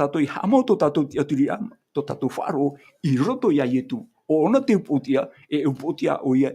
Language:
Tahitian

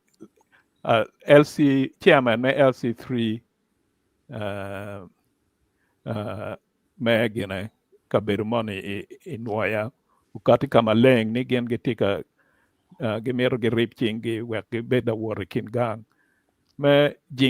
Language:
Acoli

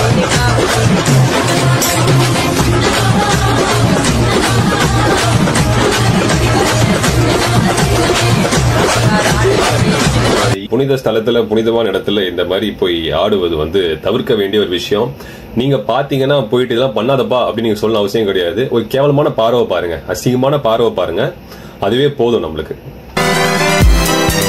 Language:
Tamil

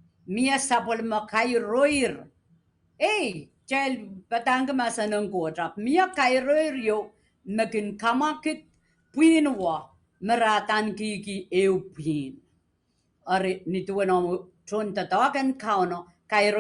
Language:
Pohnpeian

